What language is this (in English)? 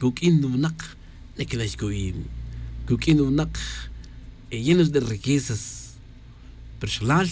Tz'utujil